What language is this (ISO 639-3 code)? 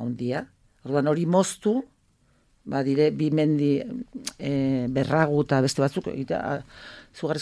eus